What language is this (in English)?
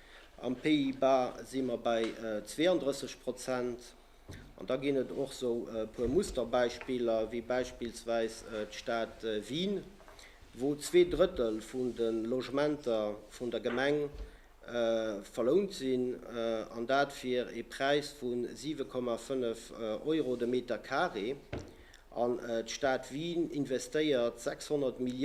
Luxembourgish